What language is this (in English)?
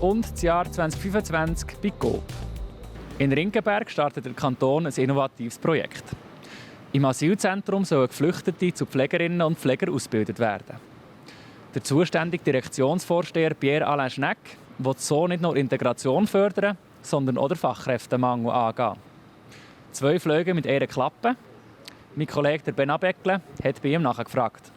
Swiss German